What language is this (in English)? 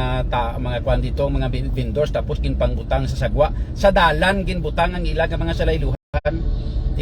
Hiligaynon